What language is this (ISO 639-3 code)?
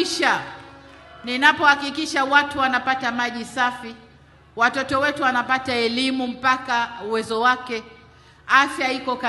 swa